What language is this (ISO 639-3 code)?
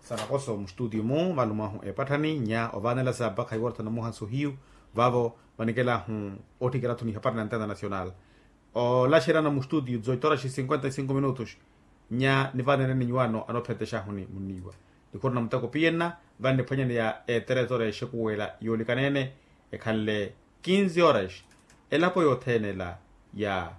vmw